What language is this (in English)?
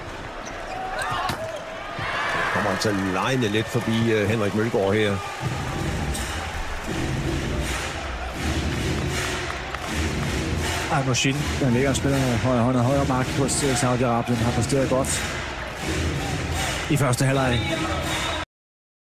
Danish